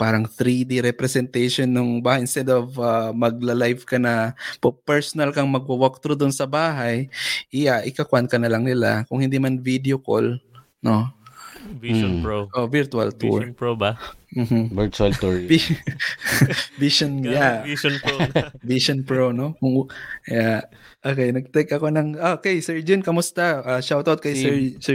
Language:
Filipino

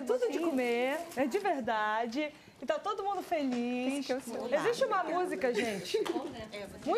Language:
Portuguese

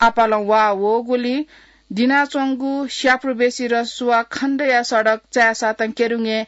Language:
Newari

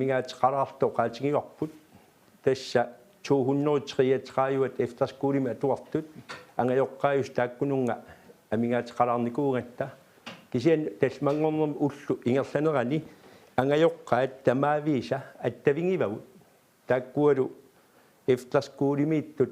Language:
Kalaallisut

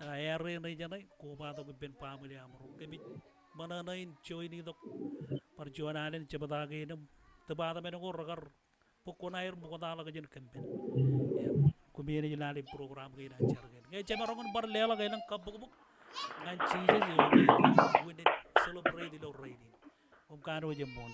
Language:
Marshallese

